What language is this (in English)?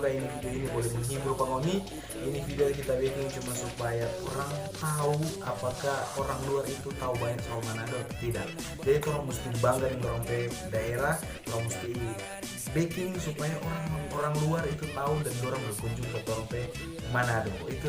Manado Malay